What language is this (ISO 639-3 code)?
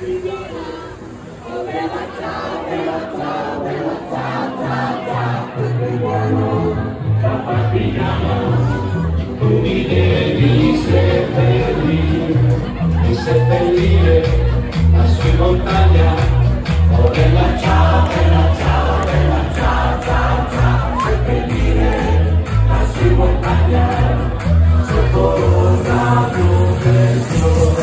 ita